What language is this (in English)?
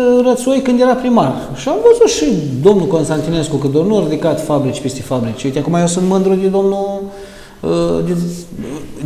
Romanian